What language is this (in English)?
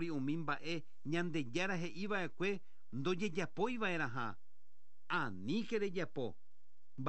Guarani